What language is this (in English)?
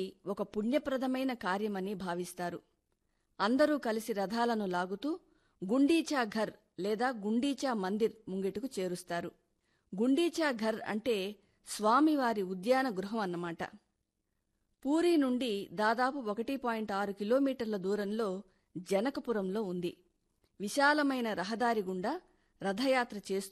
Telugu